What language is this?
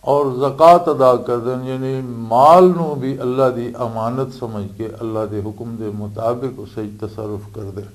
Western Panjabi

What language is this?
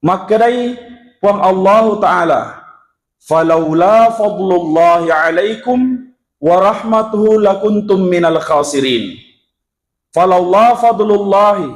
Buginese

